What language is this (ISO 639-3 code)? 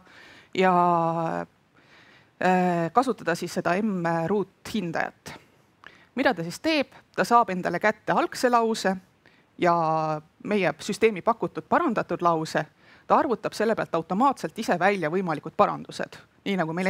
est